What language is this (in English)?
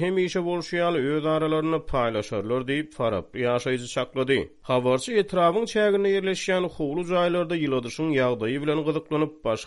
Turkmen